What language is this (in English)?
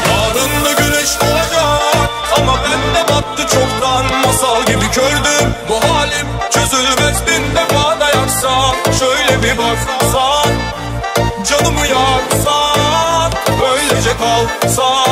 Turkish